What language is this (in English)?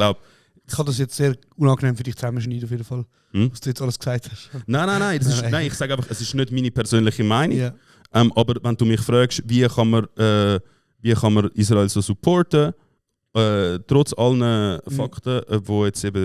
Swiss German